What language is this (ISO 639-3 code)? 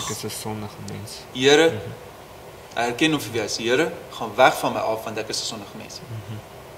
afr